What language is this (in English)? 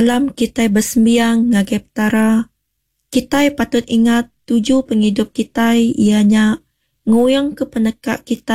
Iban